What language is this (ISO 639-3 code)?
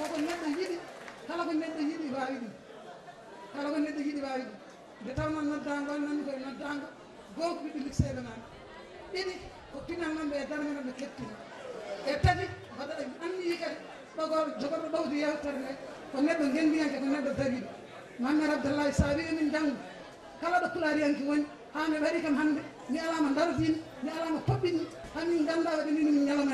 ful